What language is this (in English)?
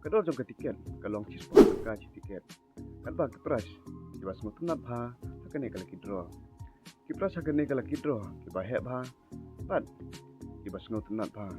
Khasi